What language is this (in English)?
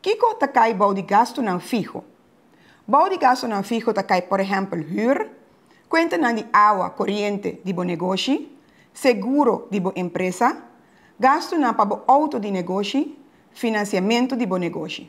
Papiamento